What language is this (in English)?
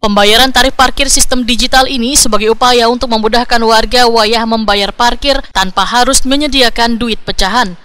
Banjar